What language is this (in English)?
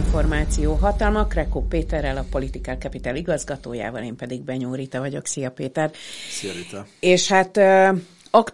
Hungarian